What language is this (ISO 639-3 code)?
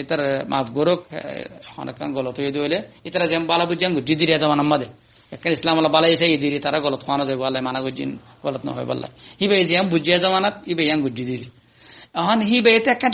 rhg